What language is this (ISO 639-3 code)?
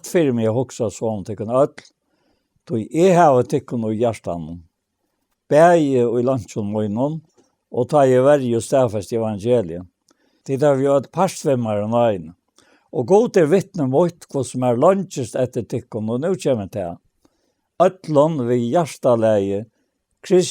fao